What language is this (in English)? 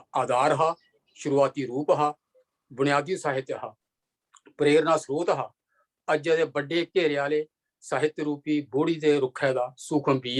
Dogri